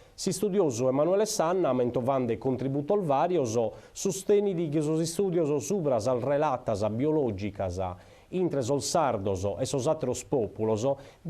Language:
Sardinian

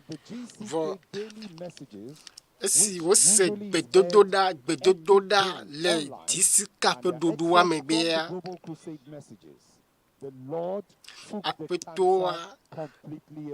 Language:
Ewe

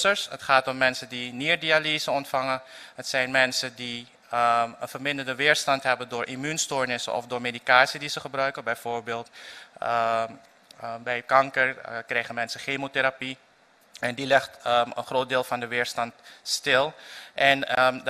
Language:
Dutch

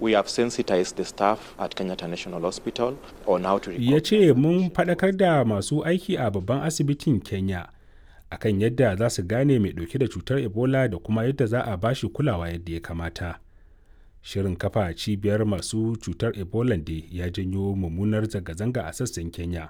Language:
Hausa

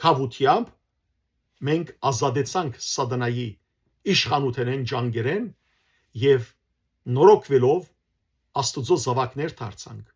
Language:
Western Armenian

